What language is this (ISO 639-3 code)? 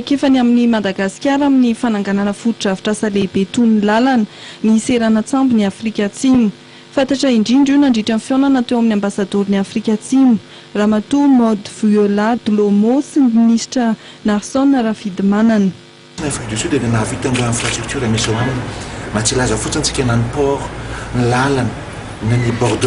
mlg